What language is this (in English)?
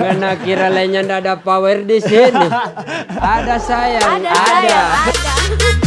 Manado Malay